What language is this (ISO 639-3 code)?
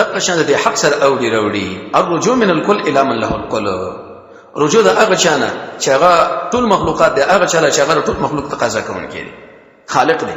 pus